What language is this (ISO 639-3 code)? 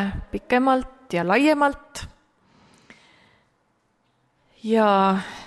est